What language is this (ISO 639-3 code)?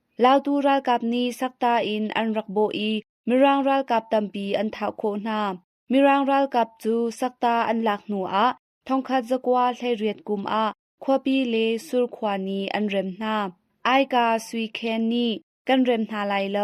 cnh